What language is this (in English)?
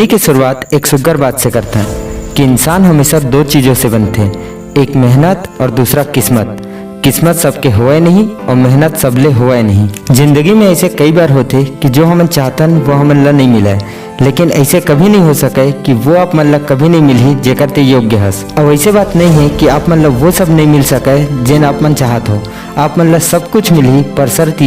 Chhattisgarhi